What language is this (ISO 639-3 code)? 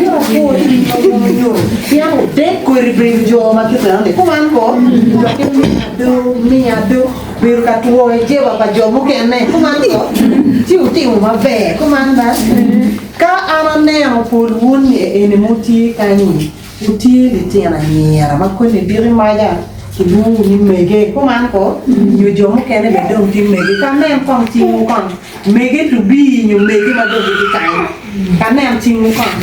ach